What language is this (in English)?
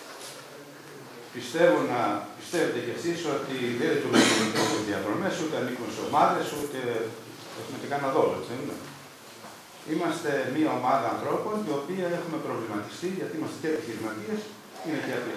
Greek